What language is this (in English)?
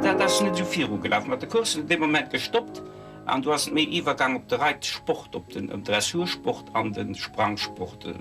Luxembourgish